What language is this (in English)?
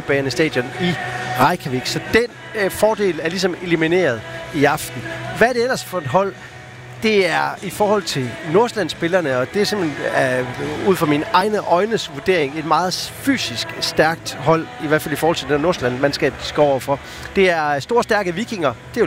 Danish